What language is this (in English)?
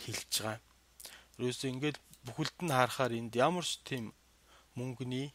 Mongolian